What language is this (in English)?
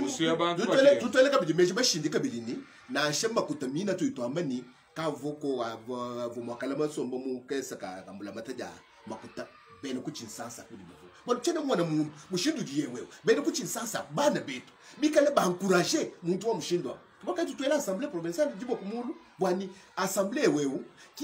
Luba-Lulua